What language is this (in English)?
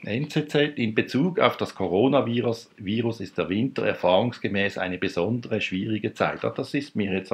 German